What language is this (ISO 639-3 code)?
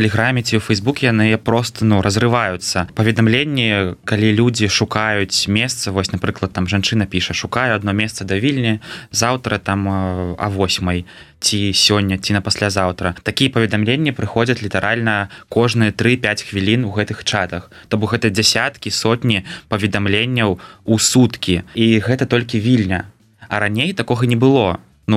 bel